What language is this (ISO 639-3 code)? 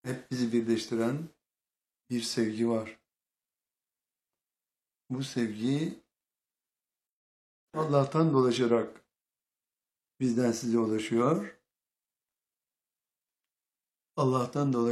tur